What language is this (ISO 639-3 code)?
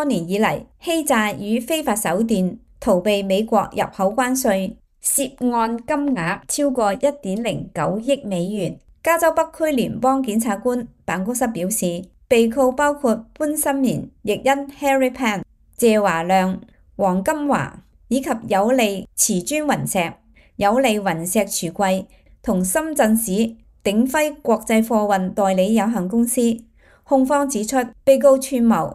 yue